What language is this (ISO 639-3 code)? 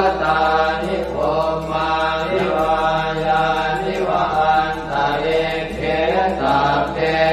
pli